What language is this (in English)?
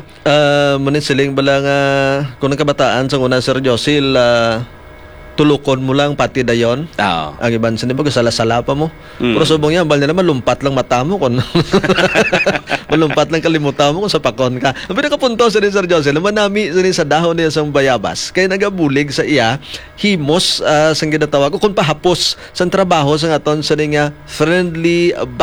Hiligaynon